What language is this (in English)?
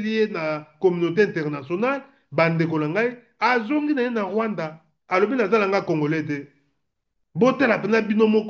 Lingala